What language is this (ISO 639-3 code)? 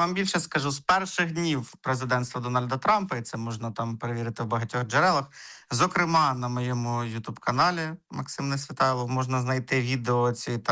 ukr